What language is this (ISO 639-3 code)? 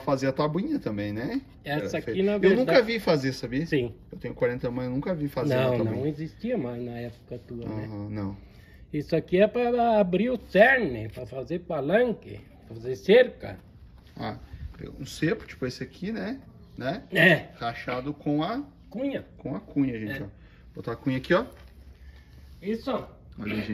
por